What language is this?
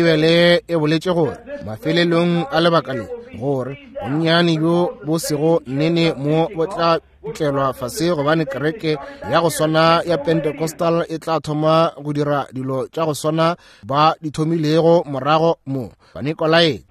Northern Sotho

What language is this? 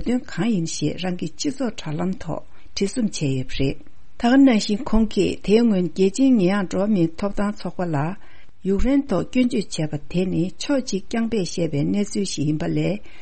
Tibetan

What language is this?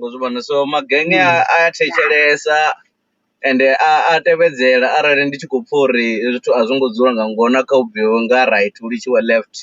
Venda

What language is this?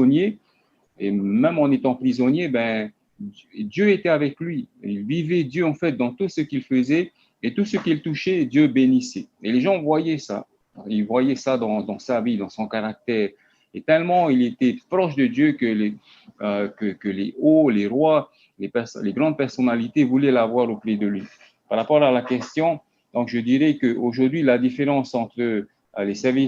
Tahitian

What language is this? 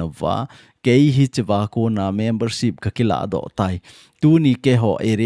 Thado Chin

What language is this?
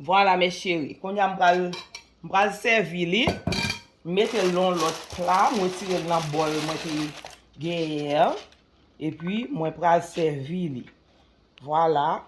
Haitian Creole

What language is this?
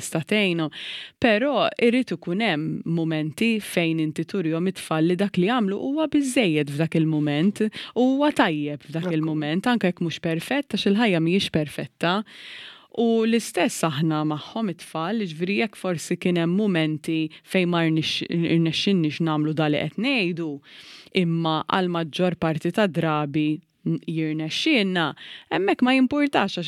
Maltese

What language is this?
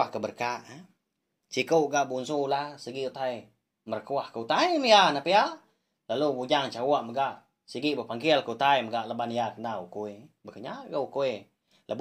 Iban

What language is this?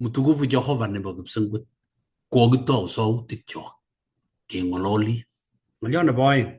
Kalenjin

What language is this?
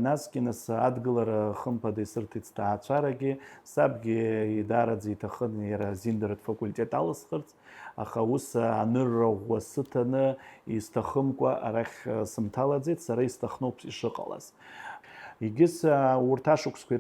Abkhazian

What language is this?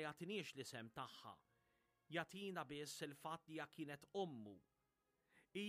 Maltese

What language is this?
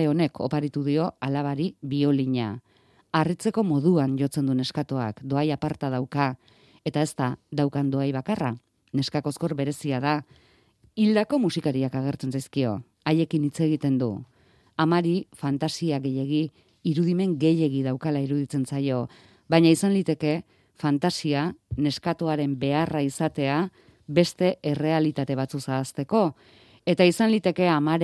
Basque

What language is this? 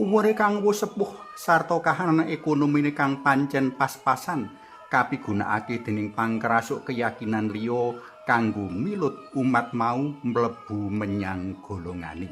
Javanese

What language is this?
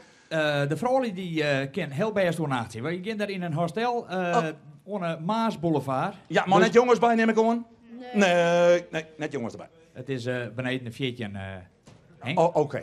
Western Frisian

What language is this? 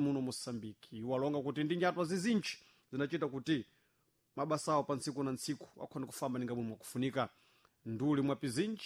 Sena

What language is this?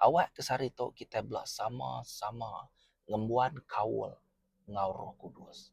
Iban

